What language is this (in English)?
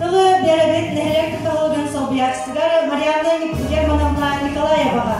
Yakut